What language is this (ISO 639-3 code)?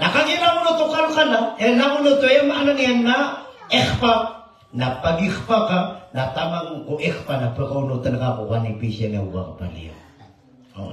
mrw